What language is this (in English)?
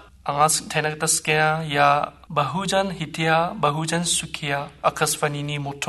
Garo